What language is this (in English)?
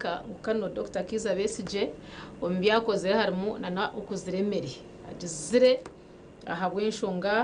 Nyankole